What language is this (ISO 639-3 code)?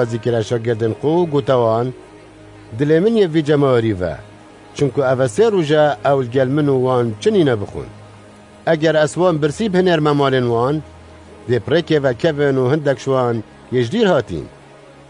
kur